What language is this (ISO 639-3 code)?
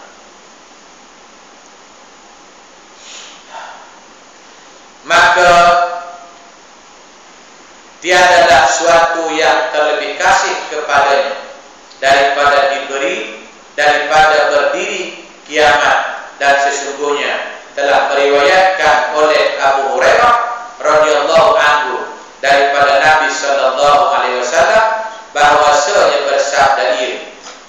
msa